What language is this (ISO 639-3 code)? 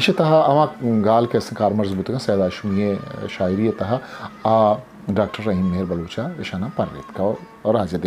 bgp